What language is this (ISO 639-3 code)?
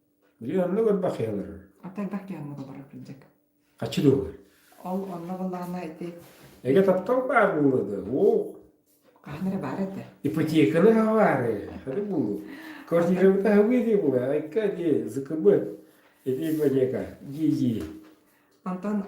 sah